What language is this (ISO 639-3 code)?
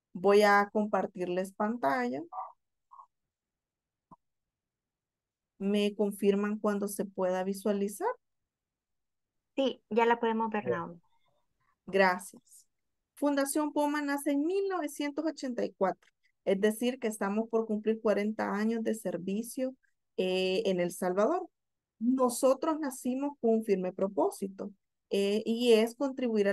spa